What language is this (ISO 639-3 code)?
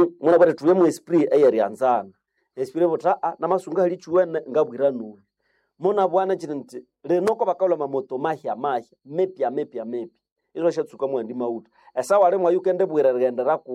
nnb